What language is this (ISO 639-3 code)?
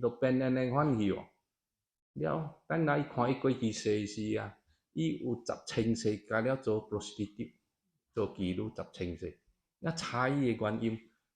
nan